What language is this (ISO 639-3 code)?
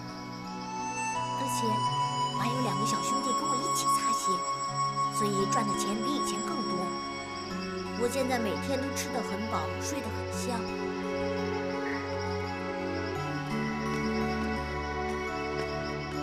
zho